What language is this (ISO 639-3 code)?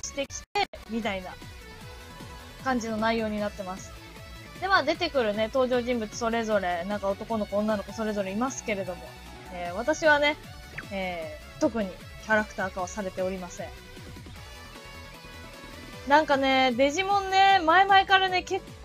jpn